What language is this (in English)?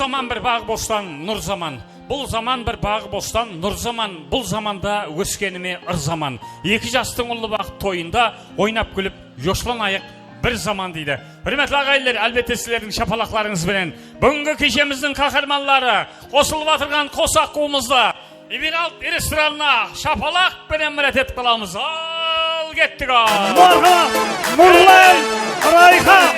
Kara-Kalpak